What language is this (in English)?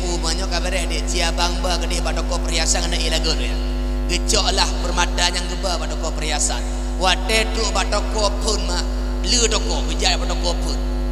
Achinese